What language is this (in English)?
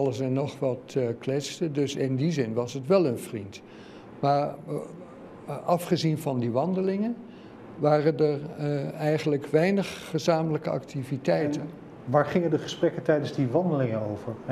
Dutch